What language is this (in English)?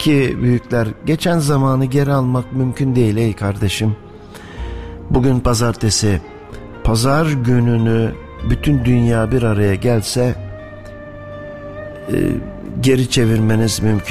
Turkish